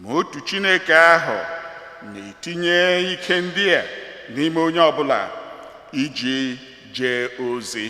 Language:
Igbo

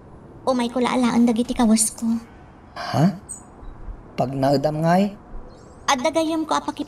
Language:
Iloko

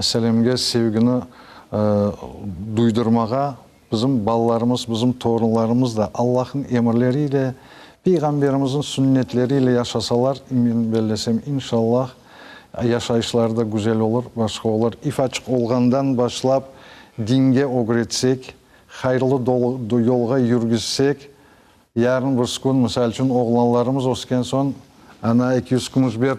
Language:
Crimean Tatar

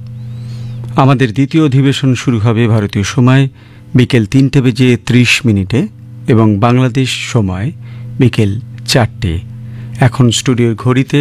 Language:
Bangla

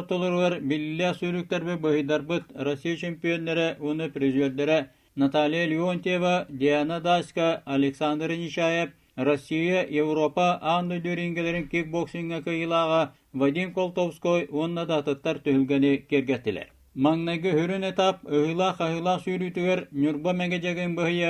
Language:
Yakut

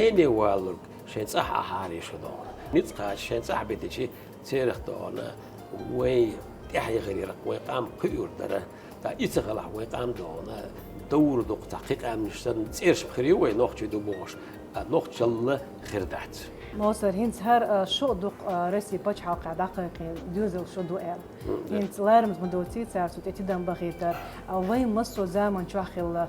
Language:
Chechen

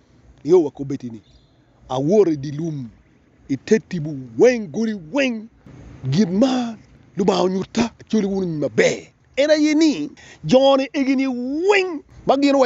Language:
Acoli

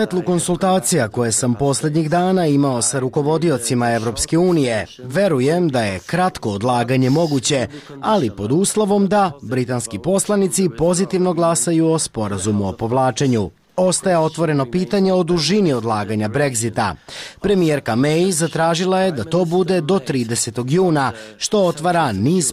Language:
Serbian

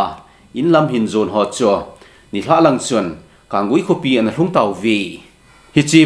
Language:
Thado Chin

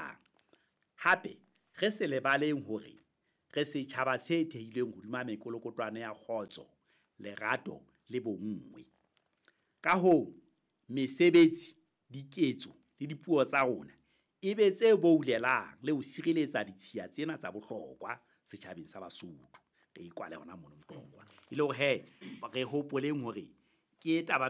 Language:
Southern Sotho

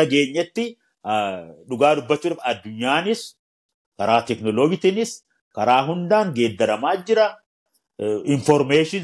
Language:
Oromo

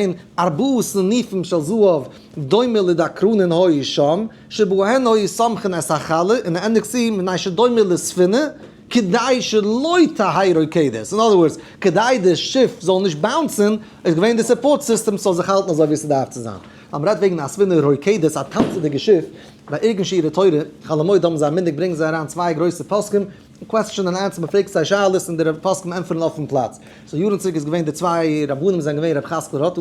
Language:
Yiddish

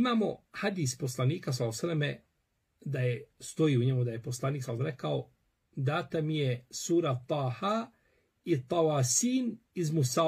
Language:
Bosnian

